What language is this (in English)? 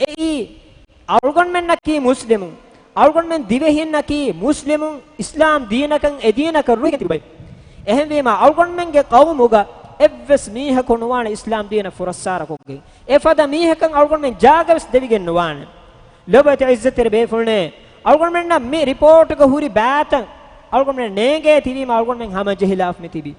Divehi